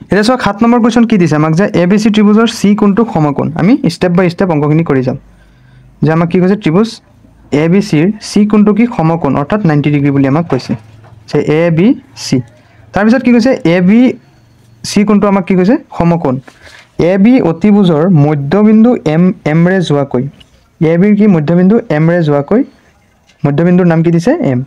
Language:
Assamese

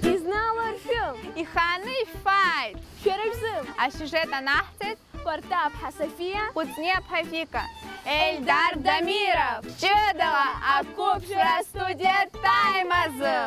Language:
Abkhazian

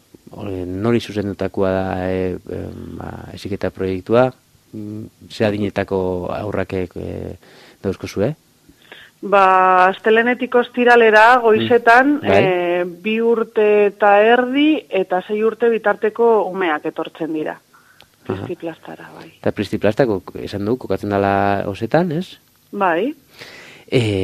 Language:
Basque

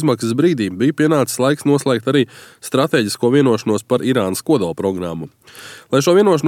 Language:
Latvian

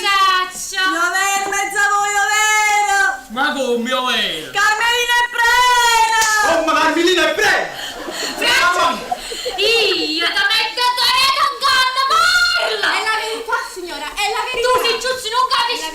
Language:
Neapolitan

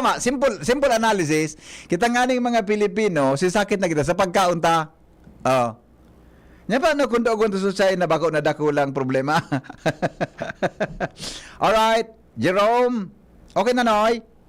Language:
Bikol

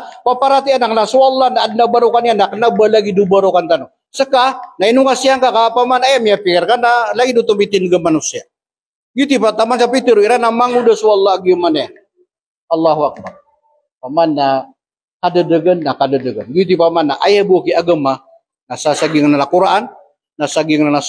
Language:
Maranao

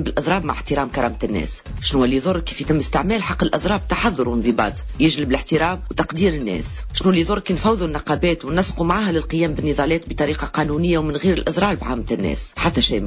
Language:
Tunisian Arabic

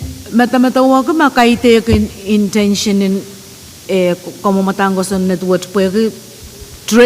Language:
Pohnpeian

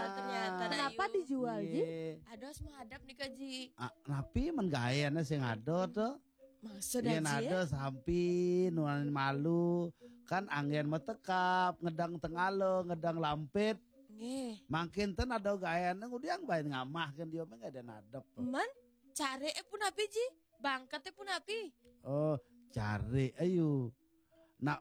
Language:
Balinese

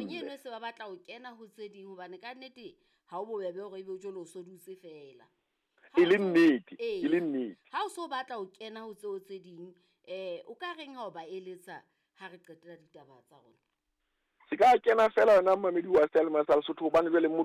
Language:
Southern Sotho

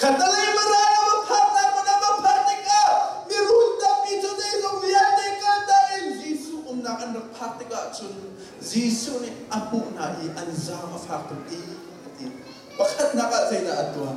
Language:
Hakha Chin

